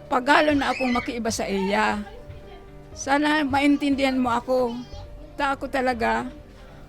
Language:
Bikol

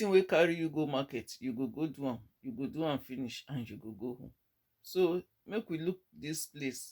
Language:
Nigerian Pidgin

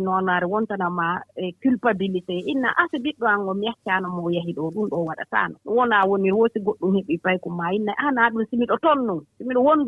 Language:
Fula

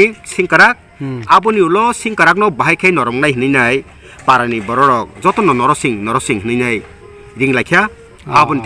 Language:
Kok Borok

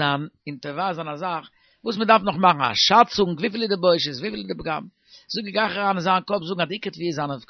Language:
Yiddish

